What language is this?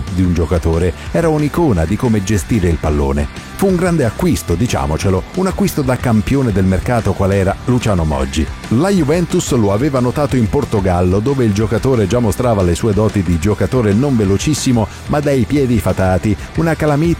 Italian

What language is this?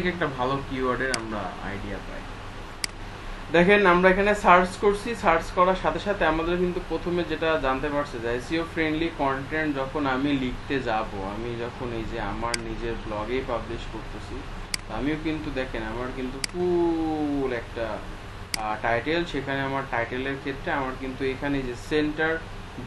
Bangla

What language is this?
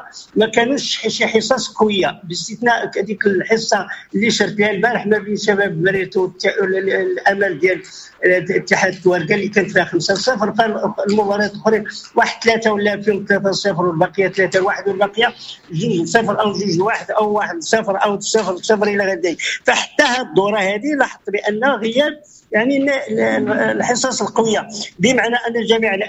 Moroccan Arabic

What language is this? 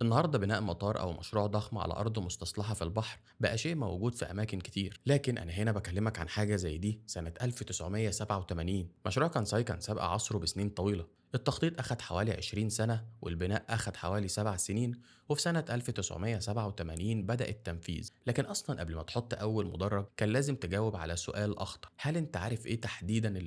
Egyptian Arabic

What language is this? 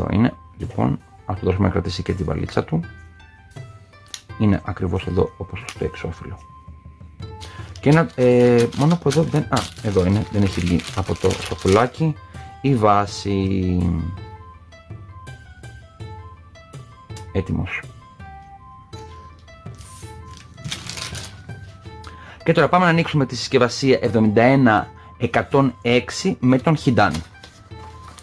Greek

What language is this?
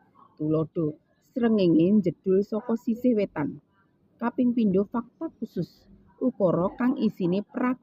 Javanese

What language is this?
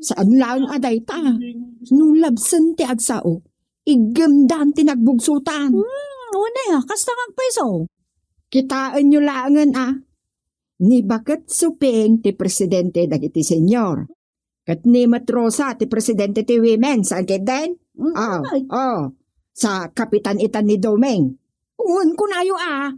Iloko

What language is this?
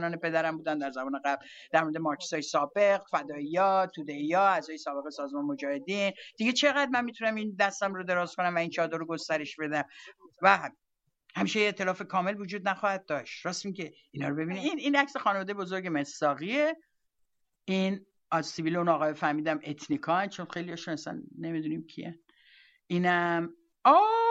Persian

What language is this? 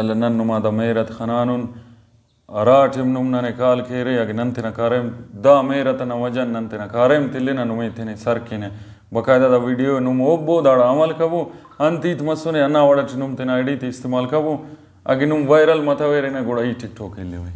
Brahui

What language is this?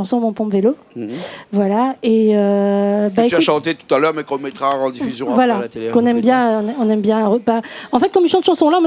Réunion Creole French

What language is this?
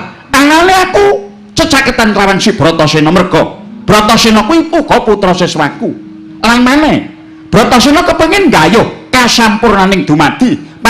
Javanese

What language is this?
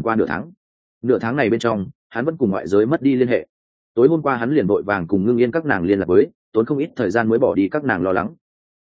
Vietnamese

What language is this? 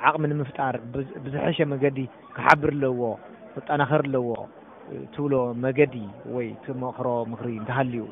Tigrinya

